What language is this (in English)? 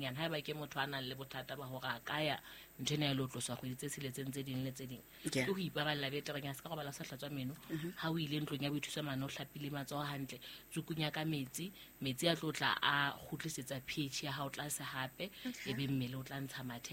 Southern Sotho